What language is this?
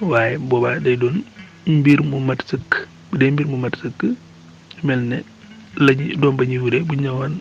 Wolof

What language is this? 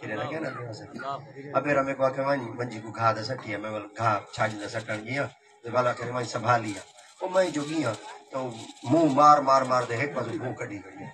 Saraiki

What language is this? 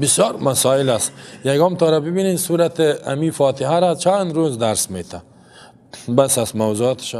Persian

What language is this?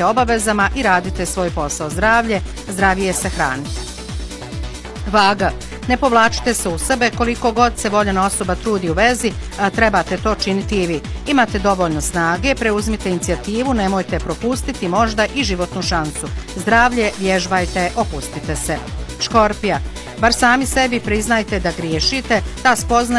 Bosnian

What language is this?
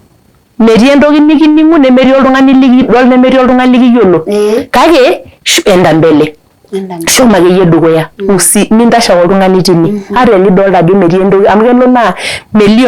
Masai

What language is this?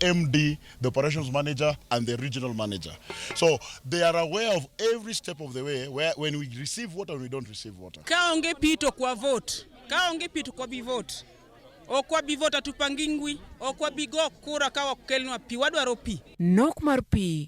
Luo (Kenya and Tanzania)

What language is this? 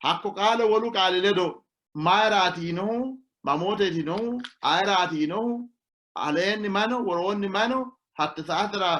Sidamo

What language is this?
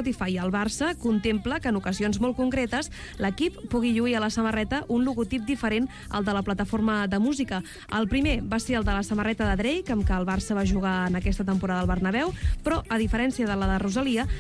Catalan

